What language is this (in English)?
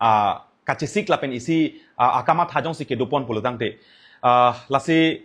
Karbi